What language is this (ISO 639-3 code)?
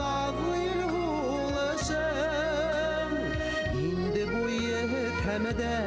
bak